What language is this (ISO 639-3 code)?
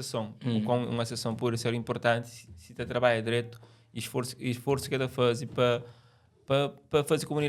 kea